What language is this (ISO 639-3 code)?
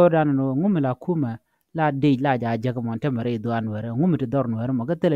nus